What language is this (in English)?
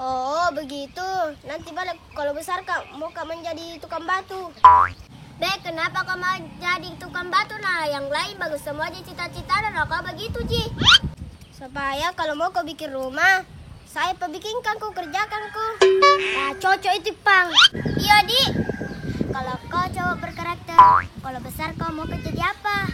Makassar Malay